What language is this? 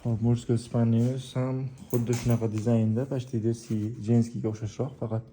Uzbek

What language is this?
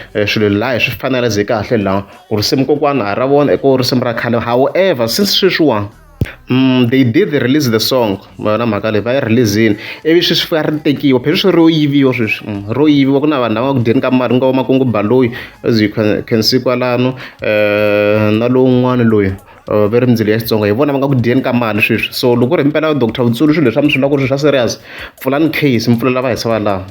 Tsonga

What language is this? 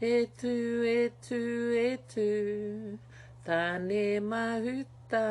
Māori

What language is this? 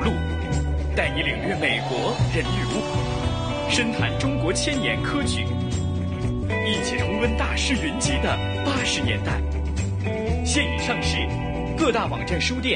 Chinese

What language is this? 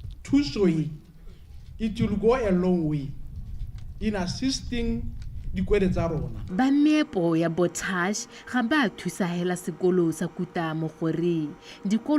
Tswana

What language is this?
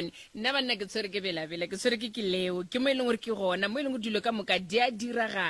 Northern Sotho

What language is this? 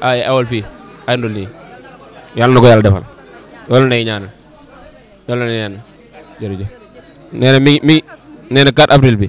Wolof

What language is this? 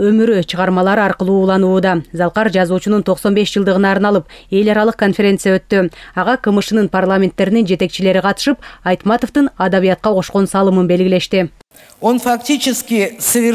Kyrgyz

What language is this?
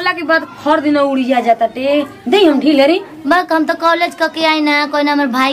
Bhojpuri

